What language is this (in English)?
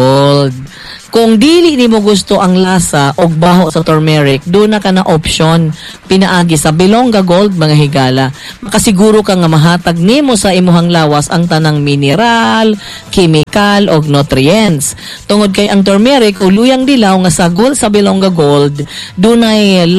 Cebuano